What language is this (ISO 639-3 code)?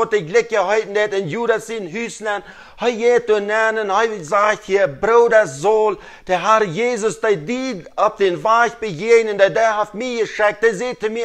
pdt